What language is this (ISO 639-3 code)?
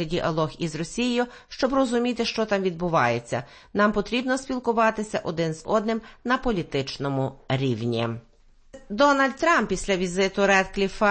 ukr